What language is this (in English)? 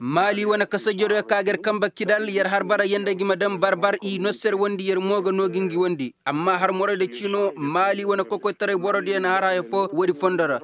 Koyraboro Senni